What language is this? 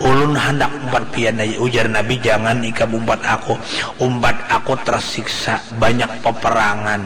Banjar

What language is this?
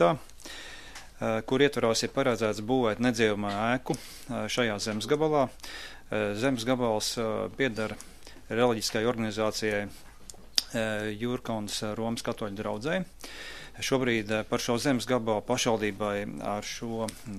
Latvian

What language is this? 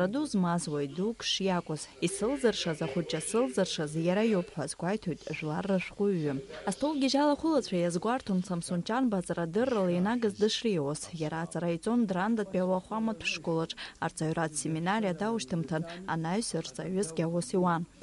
Abkhazian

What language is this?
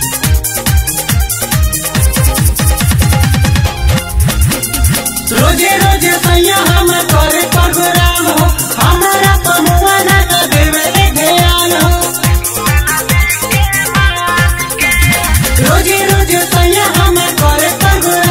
Bhojpuri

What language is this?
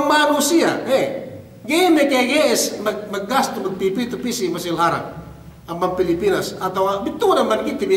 Yakan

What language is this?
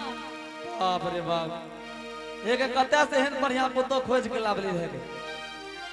Angika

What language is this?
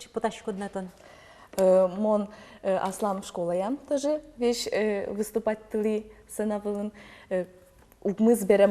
Udmurt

